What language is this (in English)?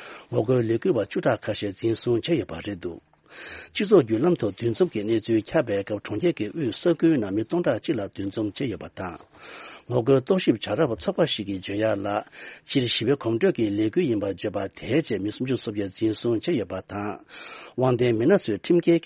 Tibetan